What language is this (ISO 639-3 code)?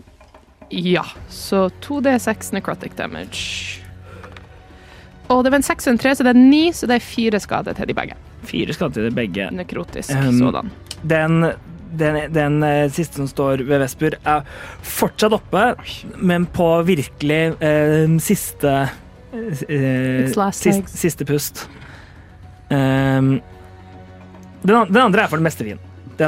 nor